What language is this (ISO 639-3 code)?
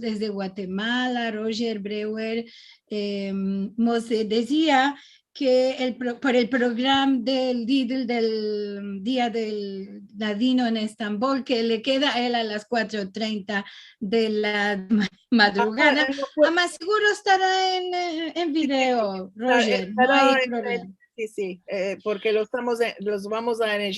lad